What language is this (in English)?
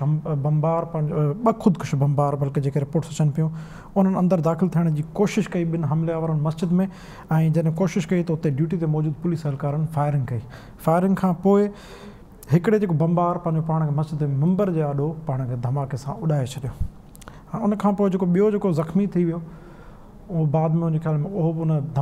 Sindhi